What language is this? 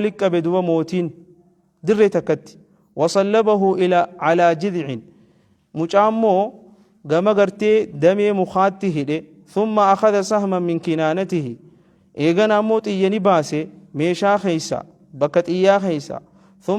Oromo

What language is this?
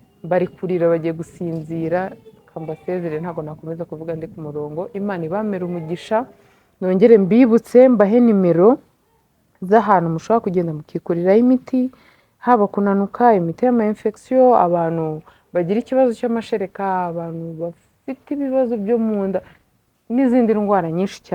Kinyarwanda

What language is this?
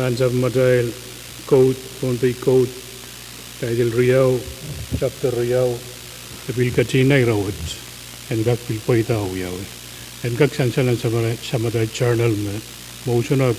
Pohnpeian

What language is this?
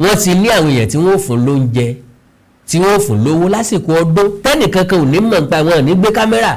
Yoruba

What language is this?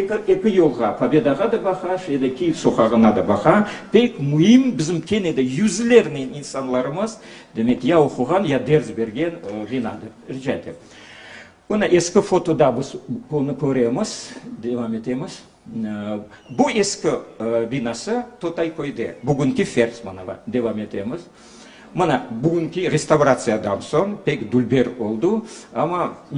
Crimean Tatar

